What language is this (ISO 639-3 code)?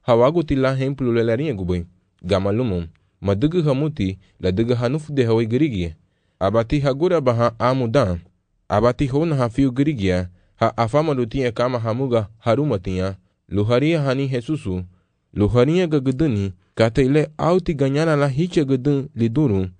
cab